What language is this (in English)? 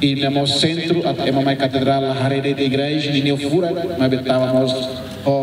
Tetum